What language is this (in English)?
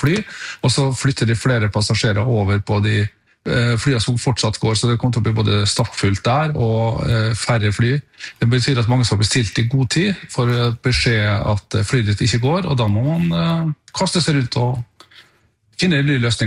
Norwegian